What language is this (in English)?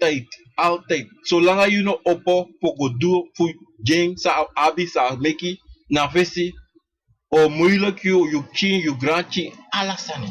Sranan Tongo